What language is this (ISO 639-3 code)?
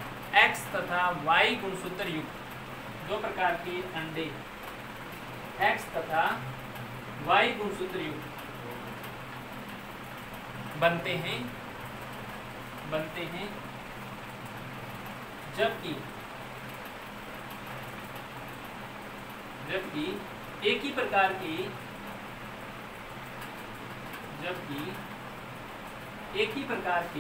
hin